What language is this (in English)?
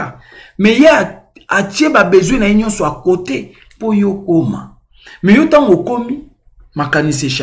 Lingala